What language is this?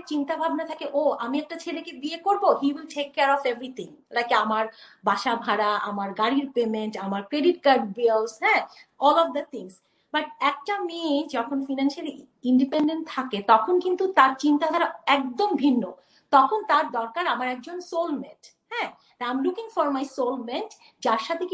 Bangla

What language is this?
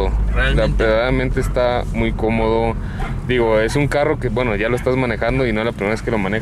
Spanish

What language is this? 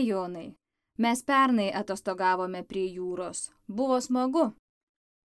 Lithuanian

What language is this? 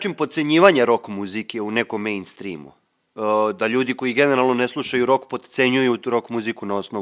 Serbian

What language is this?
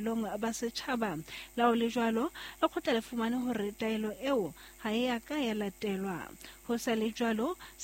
Southern Sotho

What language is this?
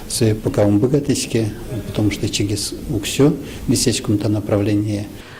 Udmurt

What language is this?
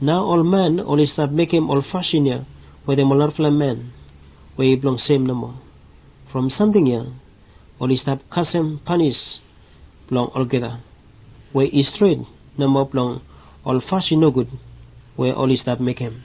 Bislama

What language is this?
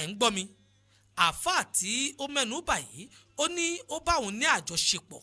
Yoruba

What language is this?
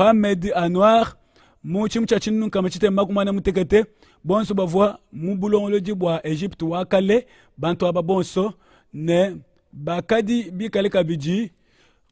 Luba-Lulua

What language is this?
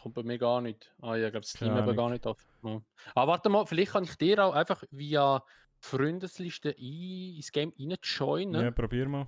Swiss German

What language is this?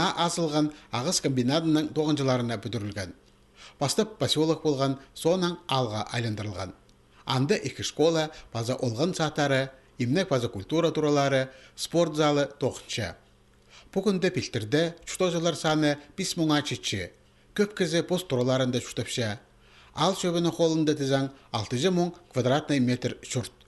Khakas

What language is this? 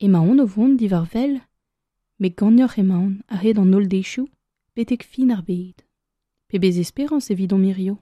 Breton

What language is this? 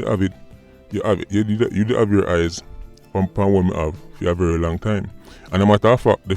Jamaican Creole English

